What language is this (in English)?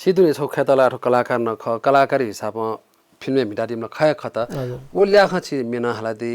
Newari